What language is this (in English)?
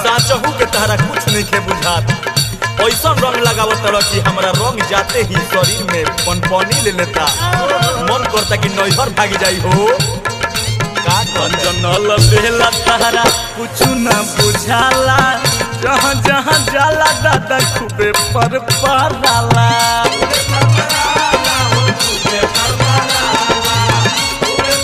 Bhojpuri